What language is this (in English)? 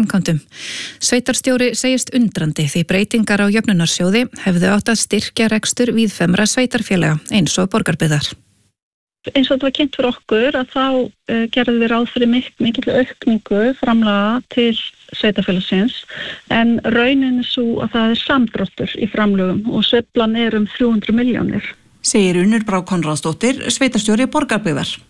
Icelandic